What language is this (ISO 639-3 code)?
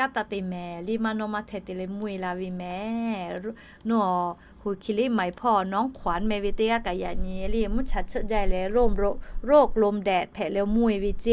lhu